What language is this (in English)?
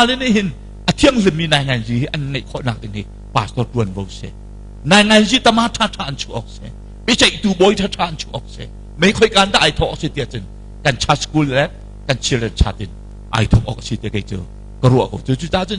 Hakha Chin